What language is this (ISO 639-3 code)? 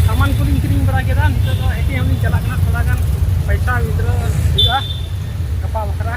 sat